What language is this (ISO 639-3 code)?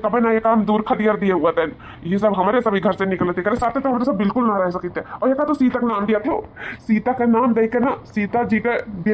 awa